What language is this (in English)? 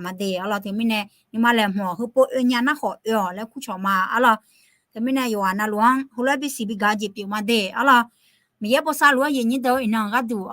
Akha